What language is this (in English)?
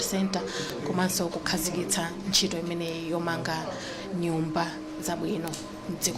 Nyanja